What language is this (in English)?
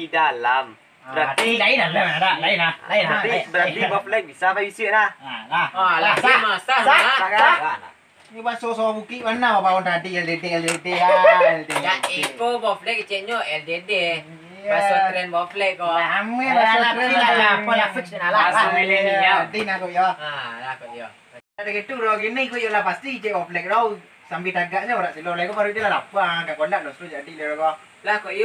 Minangkabau